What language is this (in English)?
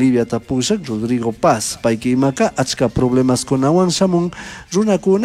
Chimborazo Highland Quichua